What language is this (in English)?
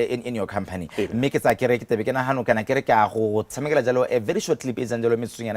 Tswana